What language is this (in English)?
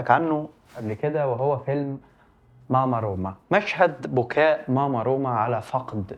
Egyptian Arabic